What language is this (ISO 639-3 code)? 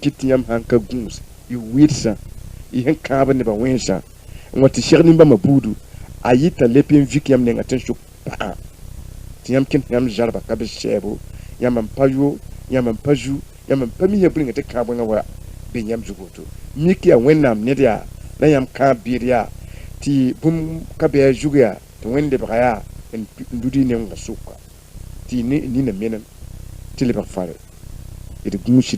mos